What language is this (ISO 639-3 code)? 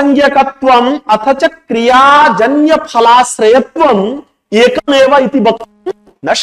san